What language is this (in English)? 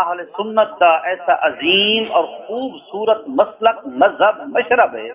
Saraiki